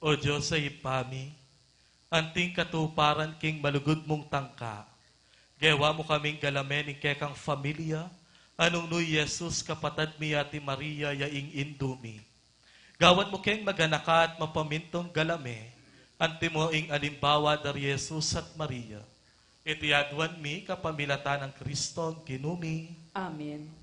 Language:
Pampanga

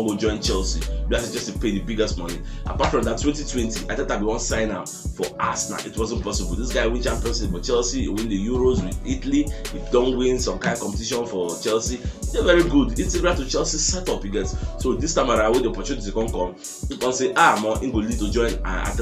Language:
Nigerian Pidgin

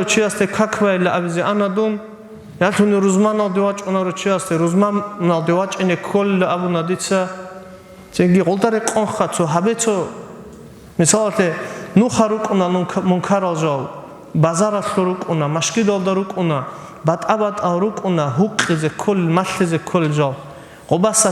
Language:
Avaric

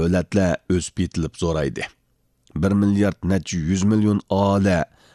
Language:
Uyghur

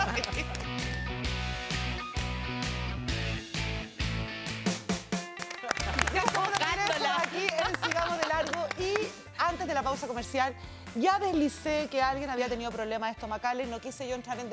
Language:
Spanish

